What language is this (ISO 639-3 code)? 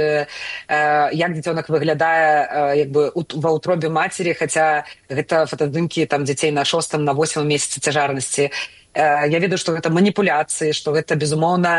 bel